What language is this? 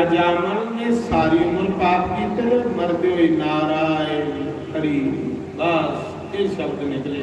Dogri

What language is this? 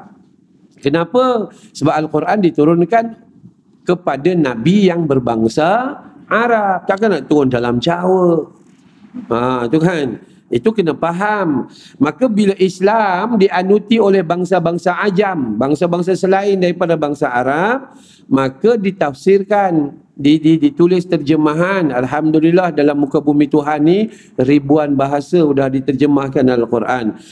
Malay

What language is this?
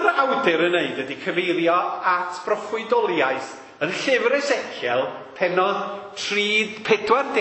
Welsh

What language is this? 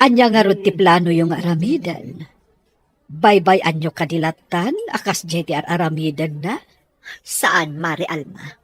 Iloko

